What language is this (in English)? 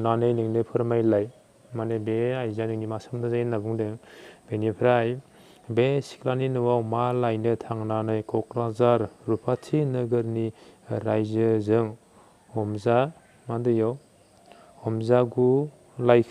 Bodo